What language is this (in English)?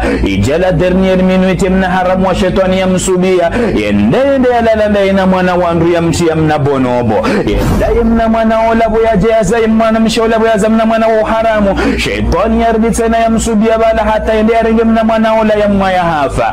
Ngazidja Comorian